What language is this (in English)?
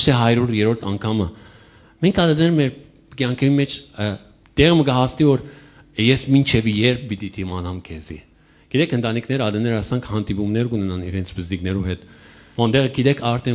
Western Armenian